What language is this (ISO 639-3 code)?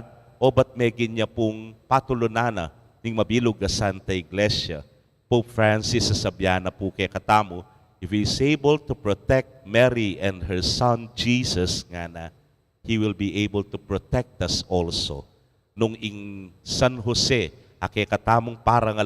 pam